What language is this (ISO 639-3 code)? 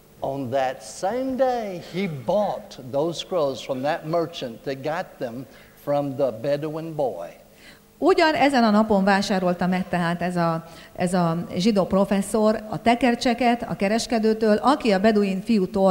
hun